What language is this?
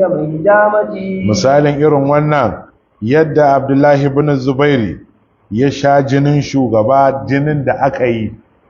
Hausa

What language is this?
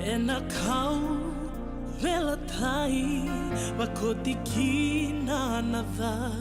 Fijian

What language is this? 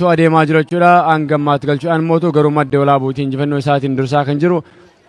Oromo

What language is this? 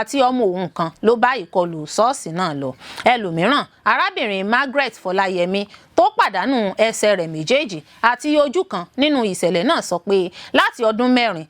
Yoruba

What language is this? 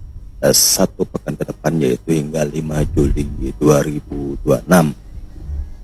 Indonesian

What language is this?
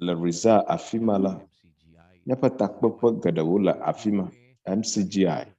Ewe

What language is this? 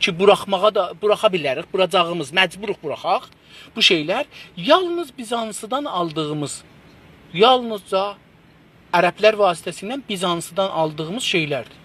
South Azerbaijani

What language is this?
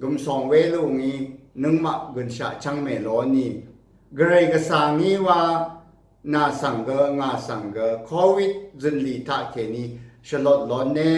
Rawang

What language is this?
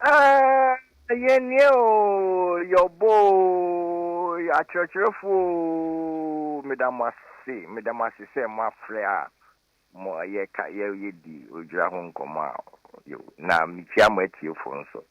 Akan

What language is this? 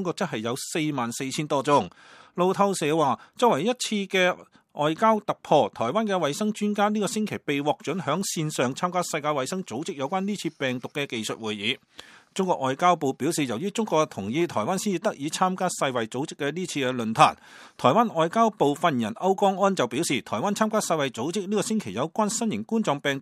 Cantonese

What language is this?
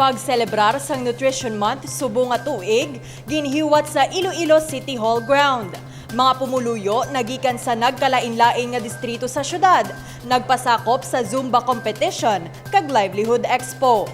Hiligaynon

